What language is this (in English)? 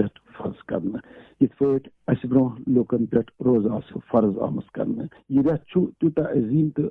Kashmiri